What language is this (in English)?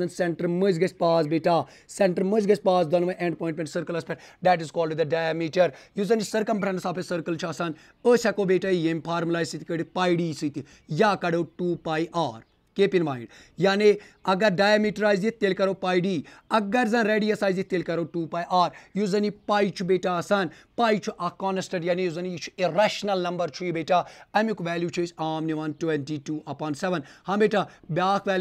Kashmiri